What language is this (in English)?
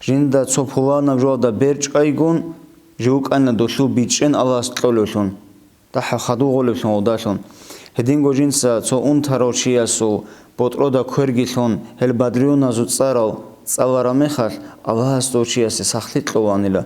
Avaric